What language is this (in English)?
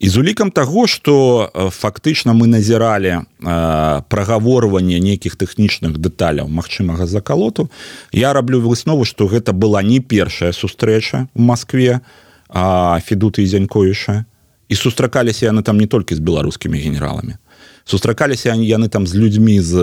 Belarusian